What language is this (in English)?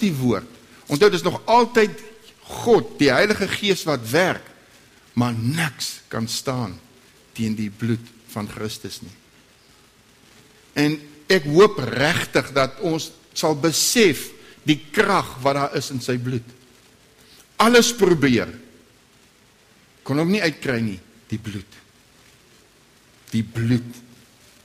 Afrikaans